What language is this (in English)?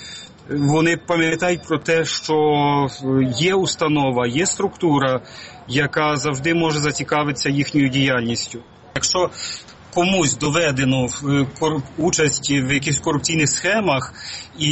Ukrainian